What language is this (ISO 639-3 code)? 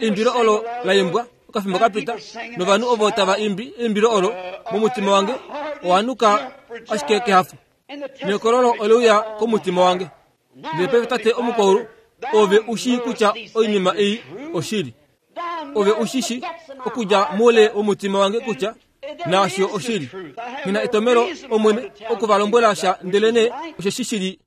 kua